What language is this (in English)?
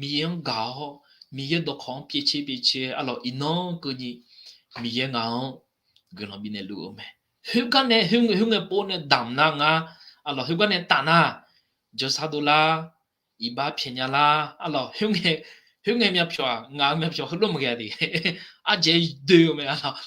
Akha